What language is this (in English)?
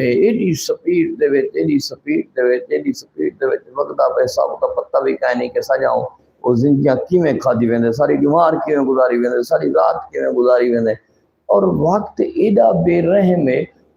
Saraiki